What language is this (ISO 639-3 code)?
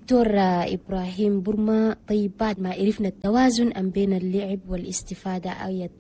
shu